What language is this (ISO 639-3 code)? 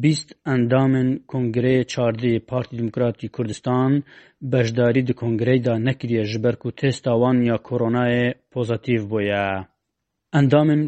kur